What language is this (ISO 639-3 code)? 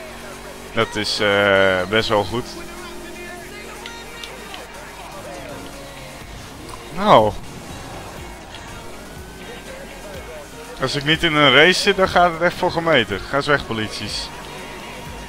nld